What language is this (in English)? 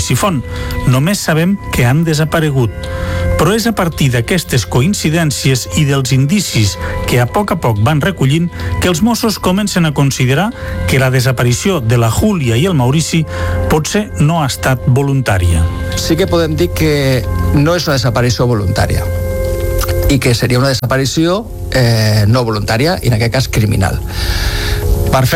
Catalan